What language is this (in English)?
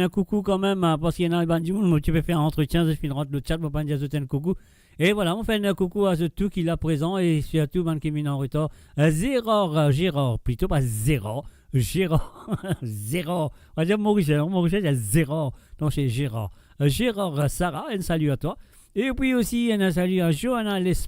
Morisyen